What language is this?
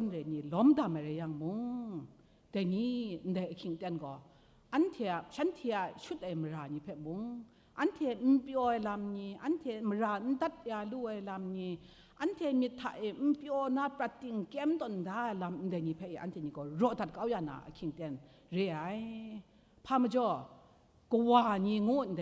Kachin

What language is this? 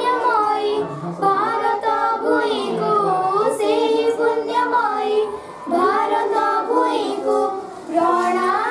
Odia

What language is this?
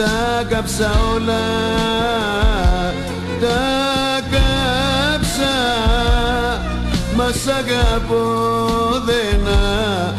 Greek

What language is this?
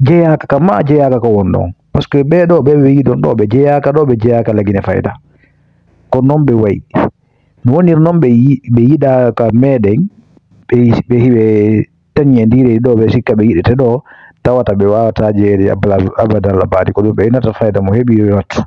Fula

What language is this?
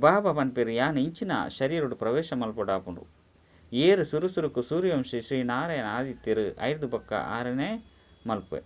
Tulu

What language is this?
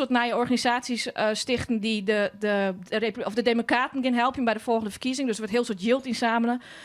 Western Frisian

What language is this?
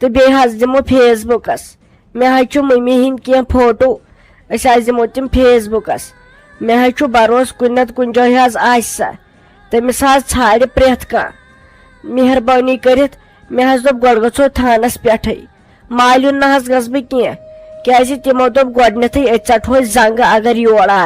Kashmiri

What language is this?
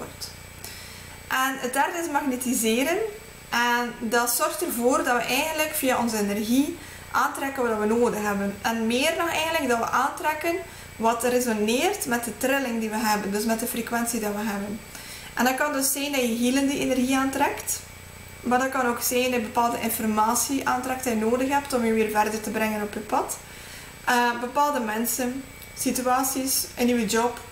Dutch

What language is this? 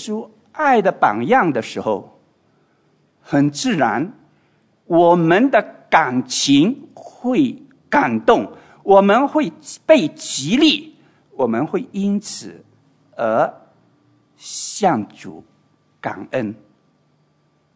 Chinese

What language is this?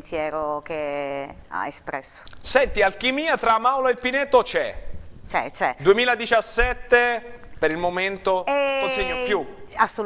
Italian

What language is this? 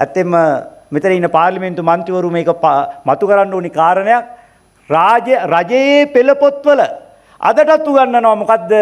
Sinhala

